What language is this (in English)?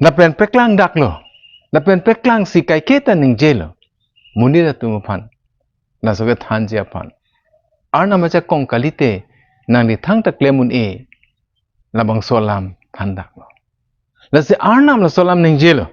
Karbi